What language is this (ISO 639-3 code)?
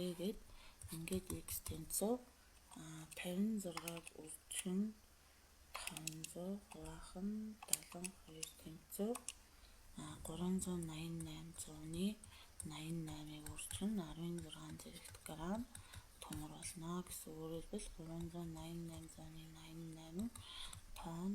mon